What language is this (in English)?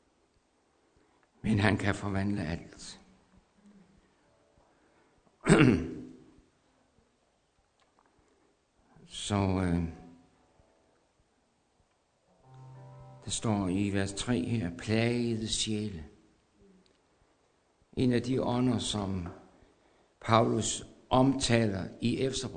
Danish